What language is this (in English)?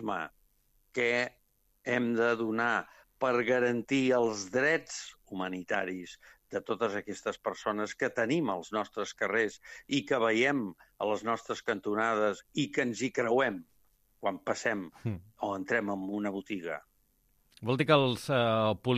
Catalan